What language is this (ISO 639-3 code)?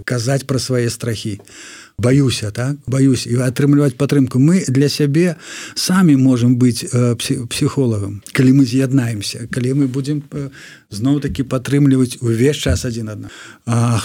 bel